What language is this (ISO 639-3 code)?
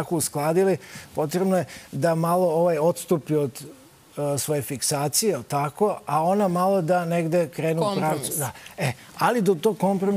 srp